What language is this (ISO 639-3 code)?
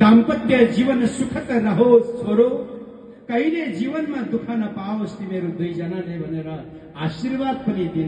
nep